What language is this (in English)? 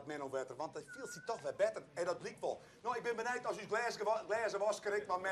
Western Frisian